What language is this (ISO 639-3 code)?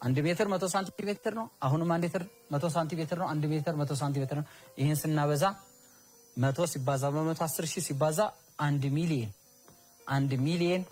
amh